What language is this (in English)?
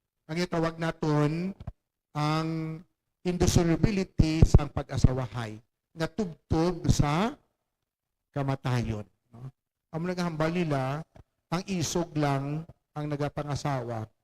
Hiligaynon